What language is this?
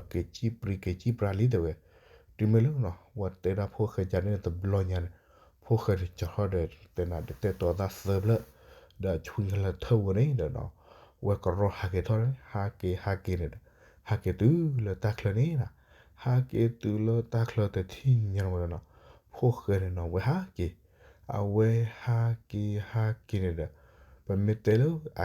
S'gaw Karen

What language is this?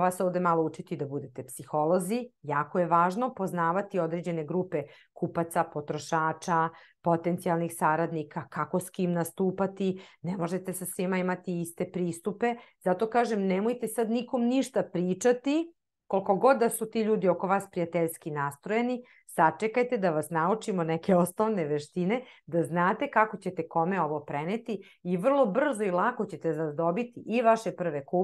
Serbian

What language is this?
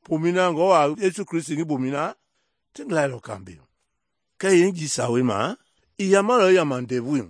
Mende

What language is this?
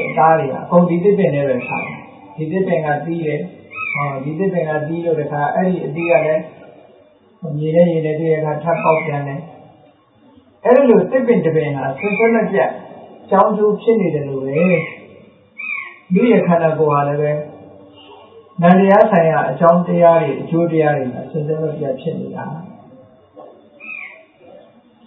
Burmese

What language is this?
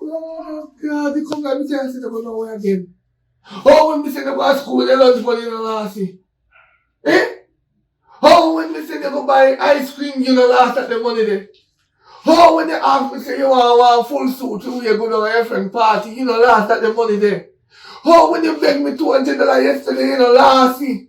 Jamaican Creole English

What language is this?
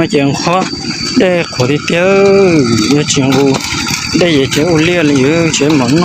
Hmong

